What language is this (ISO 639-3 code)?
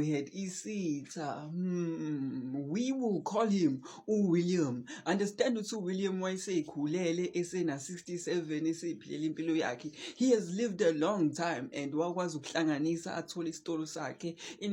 zul